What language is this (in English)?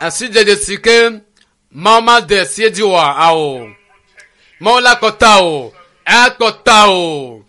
Ewe